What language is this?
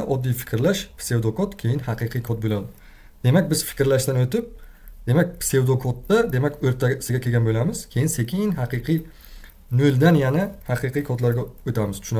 Uzbek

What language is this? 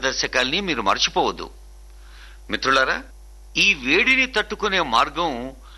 Telugu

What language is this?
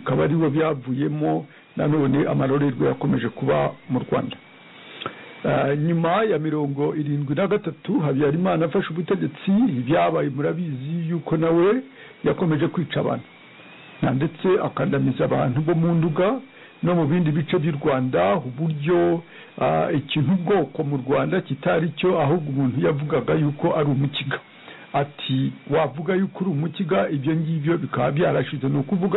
Kinyarwanda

